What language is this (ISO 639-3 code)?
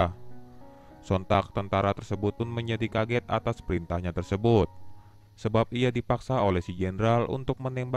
ind